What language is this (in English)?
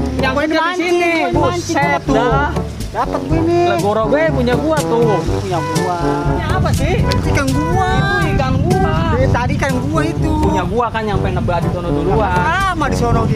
Betawi